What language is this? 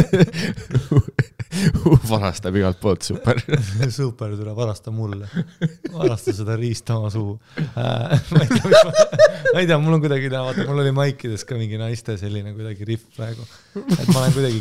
Estonian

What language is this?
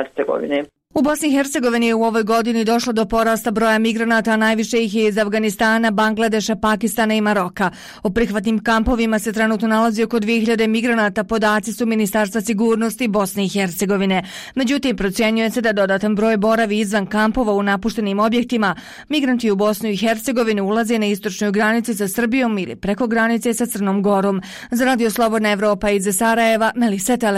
Bosnian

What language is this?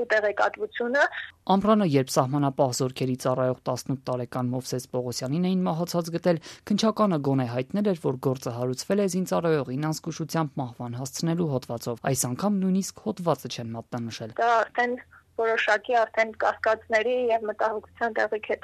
Armenian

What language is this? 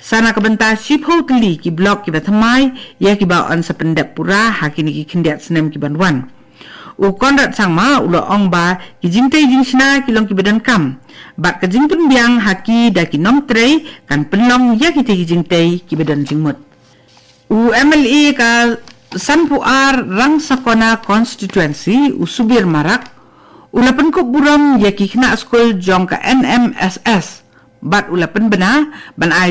Khasi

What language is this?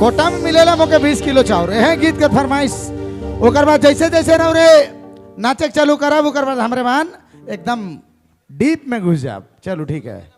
Sadri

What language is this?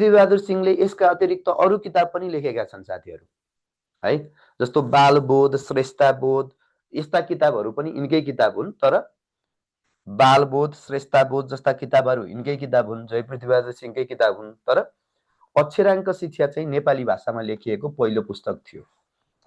Nepali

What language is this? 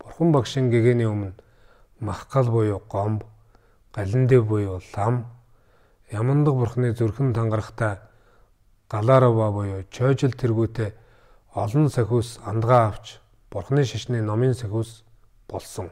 Mongolian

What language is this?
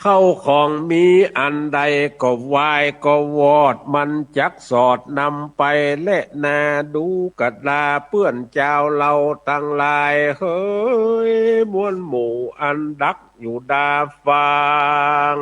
Northern Thai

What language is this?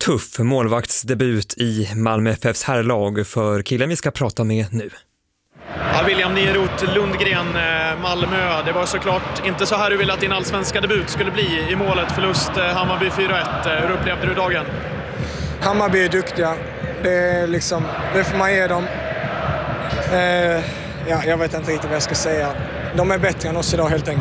Swedish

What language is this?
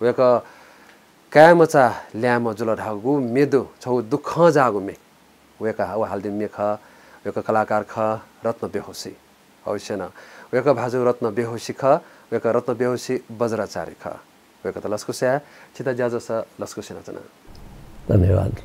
Newari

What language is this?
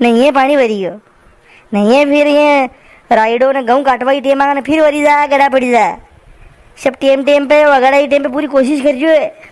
Rajasthani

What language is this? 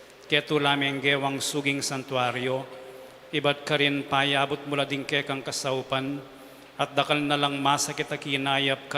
Pampanga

